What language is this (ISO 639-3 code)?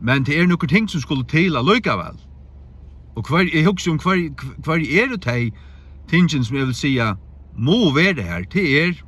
fao